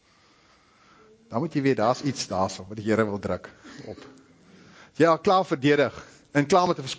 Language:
Afrikaans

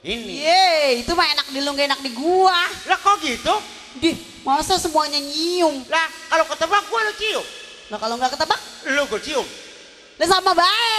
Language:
Betawi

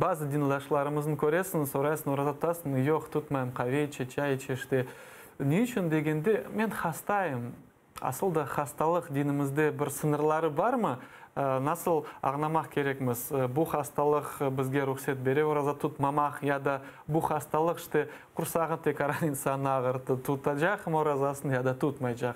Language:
Crimean Tatar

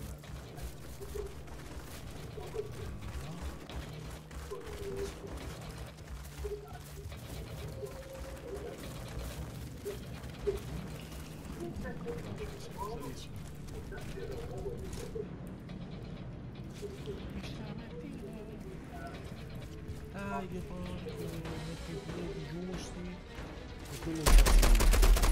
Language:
Italian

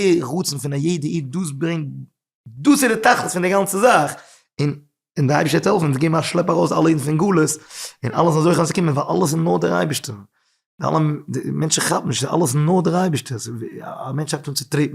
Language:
Yiddish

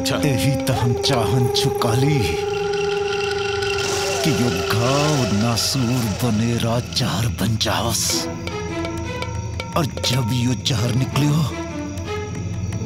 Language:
Bhojpuri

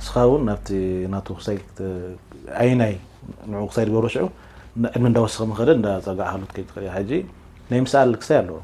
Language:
Tigrinya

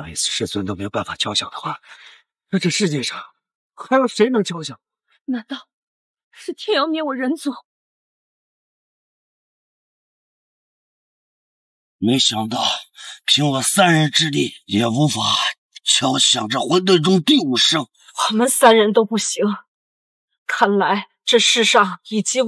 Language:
Chinese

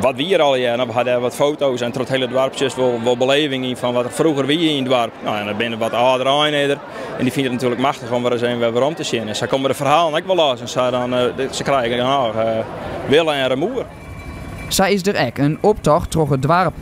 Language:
Western Frisian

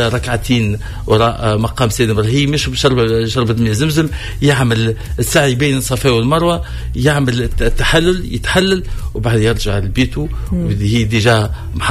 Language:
Tunisian Arabic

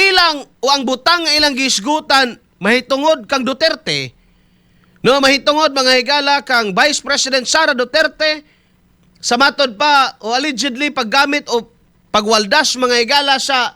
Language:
Cebuano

